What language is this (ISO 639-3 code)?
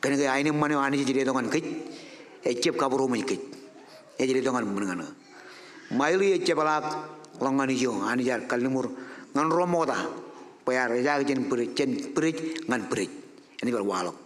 mah